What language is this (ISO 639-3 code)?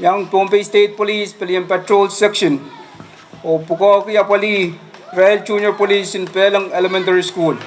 pon